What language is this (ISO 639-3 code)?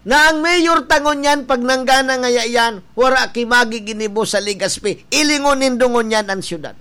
bik